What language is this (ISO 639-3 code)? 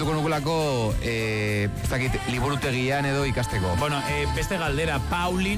eus